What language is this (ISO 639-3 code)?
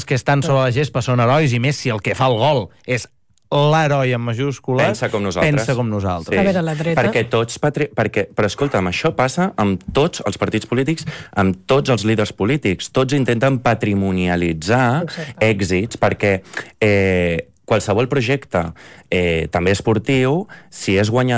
cat